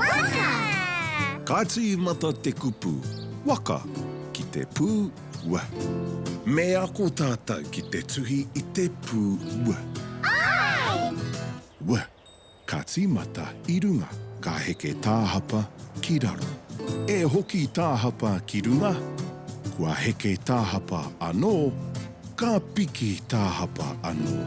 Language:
Māori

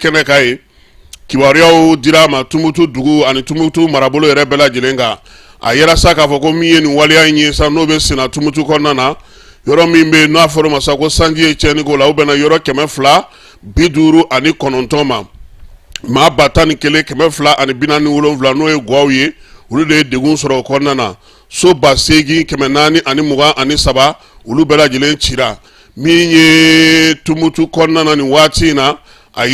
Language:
Bambara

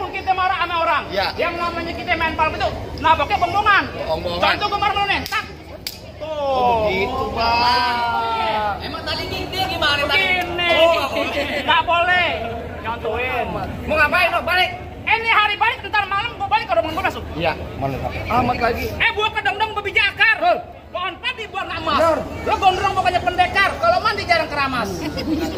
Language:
Betawi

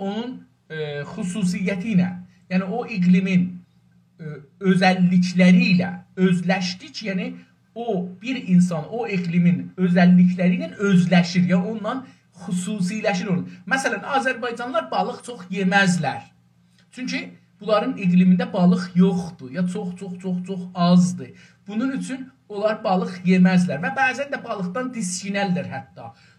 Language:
South Azerbaijani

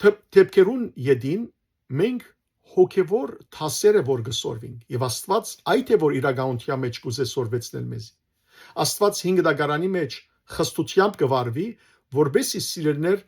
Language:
Western Armenian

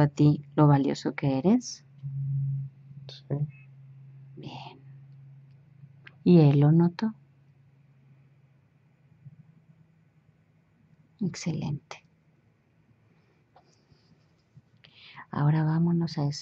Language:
Spanish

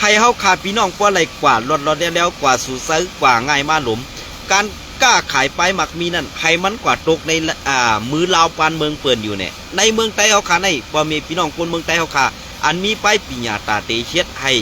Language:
Shan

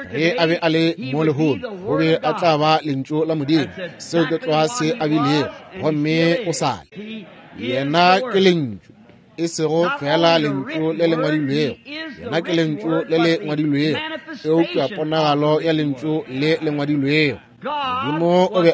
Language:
Northern Sotho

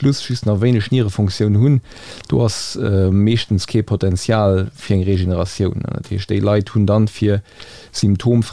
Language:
Luxembourgish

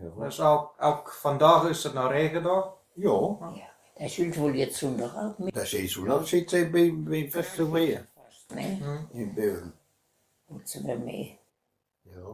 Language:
Westphalien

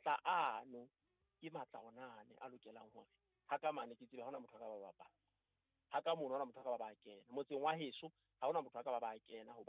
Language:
Southern Sotho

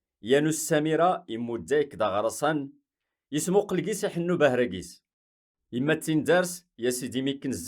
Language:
Kabyle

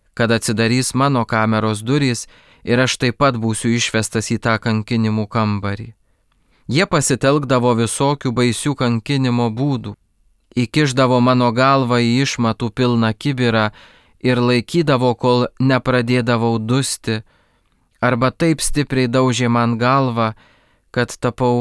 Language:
Lithuanian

